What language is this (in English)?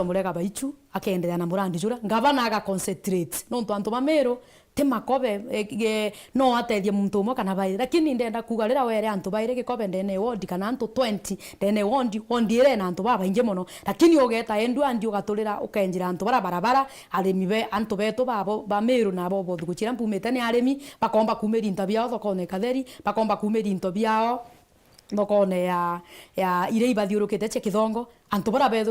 Meru